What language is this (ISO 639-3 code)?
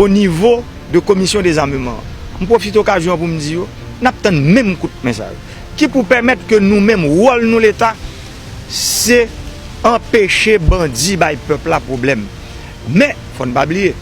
hat